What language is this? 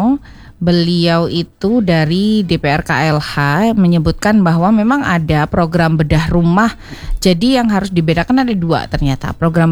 Indonesian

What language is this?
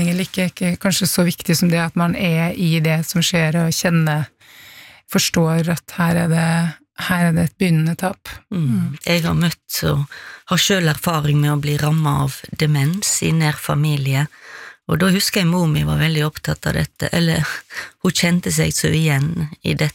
Norwegian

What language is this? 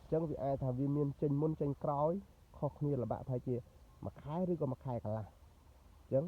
Khmer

